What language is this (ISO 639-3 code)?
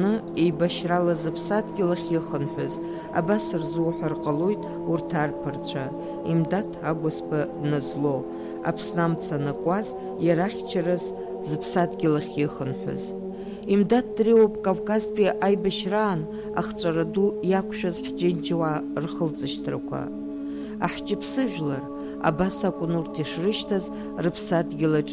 abk